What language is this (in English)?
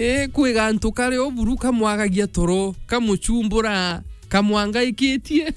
Meru